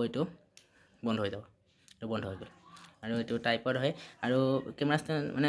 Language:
Assamese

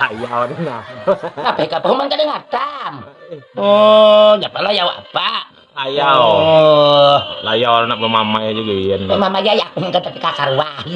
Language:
Banjar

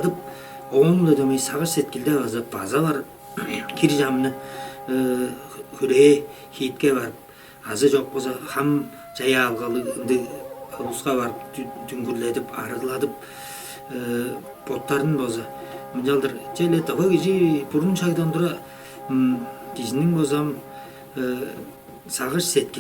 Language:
Tuvinian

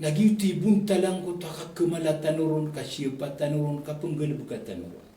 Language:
Maranao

